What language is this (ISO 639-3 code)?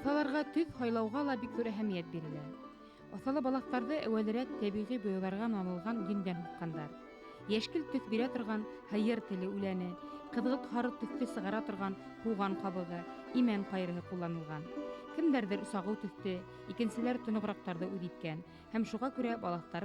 bak